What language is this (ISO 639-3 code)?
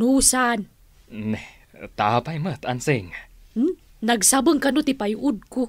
ilo